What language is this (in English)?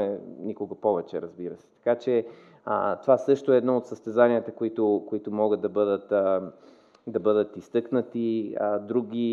Bulgarian